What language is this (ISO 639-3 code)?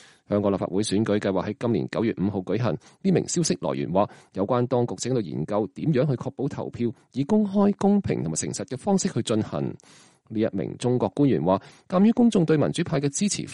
yue